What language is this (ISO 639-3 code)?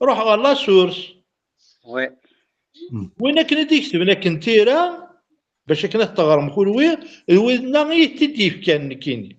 kab